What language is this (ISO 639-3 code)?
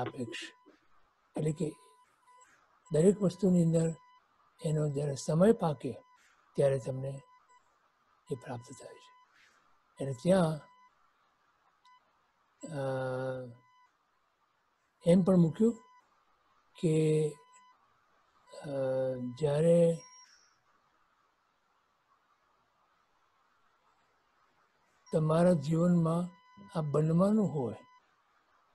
guj